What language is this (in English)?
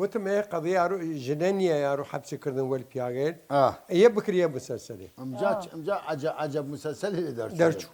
Southern Kurdish